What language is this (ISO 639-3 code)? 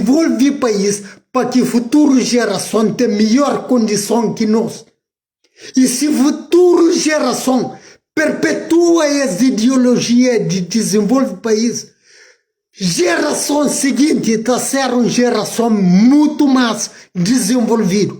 kea